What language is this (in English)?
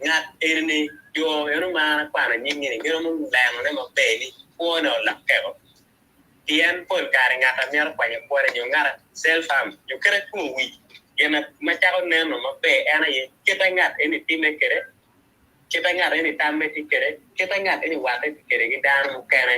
Acoli